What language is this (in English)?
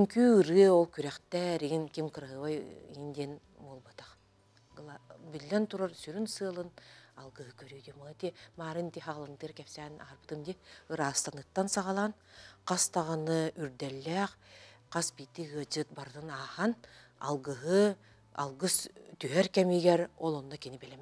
Yakut